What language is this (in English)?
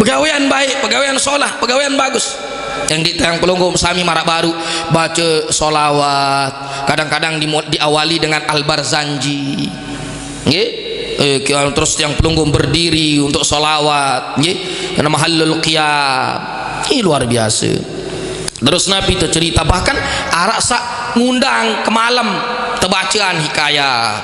Sasak